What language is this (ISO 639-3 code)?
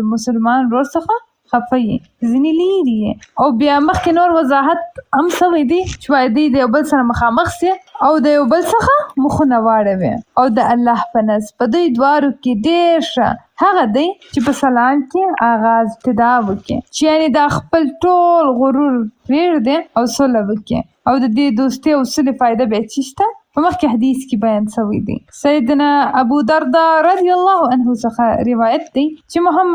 pus